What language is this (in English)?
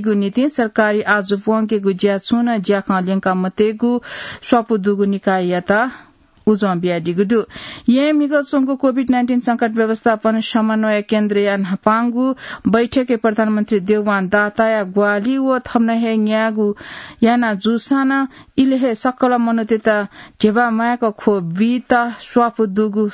Newari